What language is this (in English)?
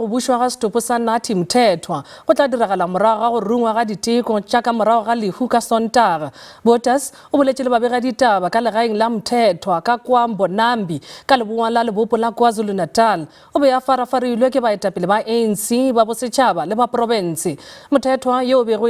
Northern Sotho